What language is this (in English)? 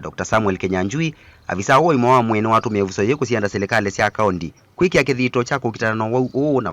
Kamba